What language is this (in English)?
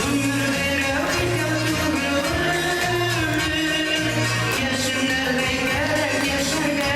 Bashkir